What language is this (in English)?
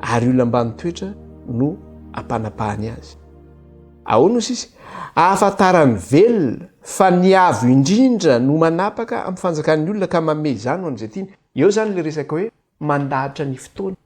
Malagasy